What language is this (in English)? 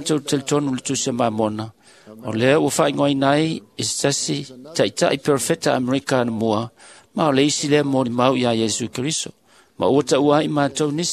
Samoan